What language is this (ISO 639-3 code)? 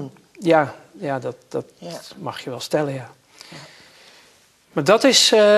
nld